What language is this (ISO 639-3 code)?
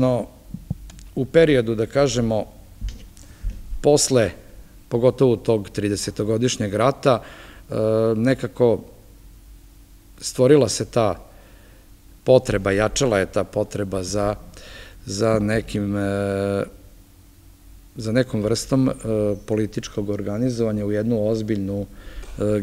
srp